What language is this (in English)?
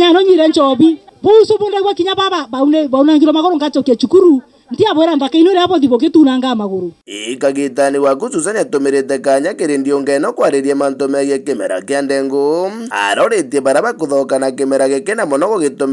Meru